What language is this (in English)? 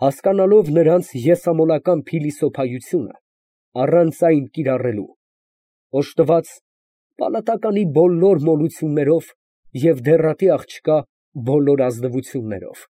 Armenian